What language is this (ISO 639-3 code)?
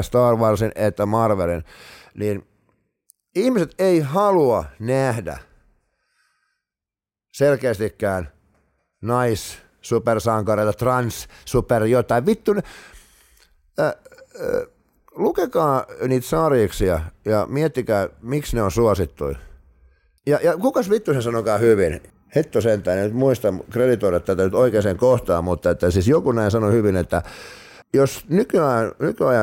fin